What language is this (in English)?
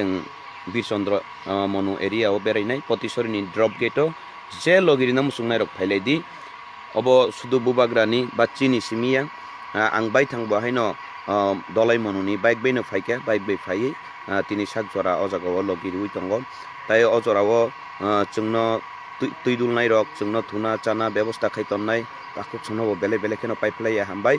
Kok Borok